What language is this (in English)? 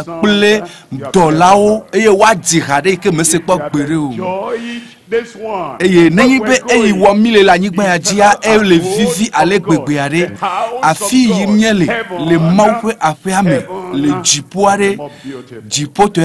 Ewe